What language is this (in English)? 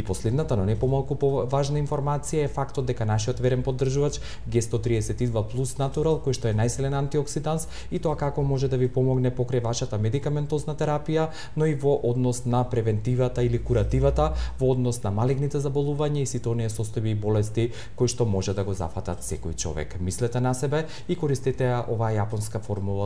Macedonian